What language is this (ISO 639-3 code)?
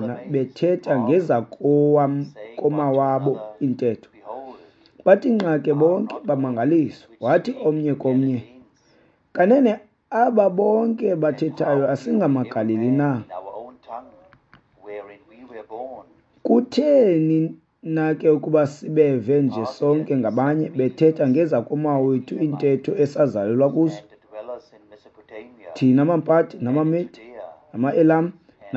xho